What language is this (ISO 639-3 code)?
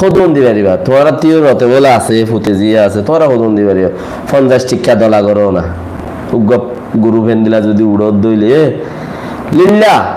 rhg